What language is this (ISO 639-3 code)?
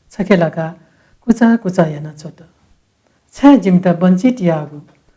new